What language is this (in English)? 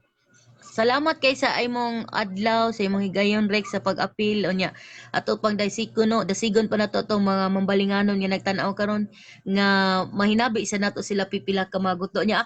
Cebuano